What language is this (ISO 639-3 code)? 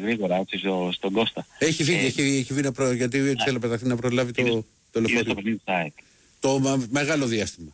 ell